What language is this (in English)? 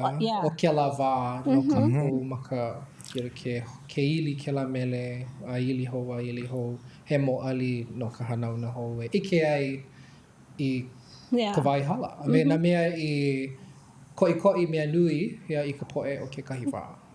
Hawaiian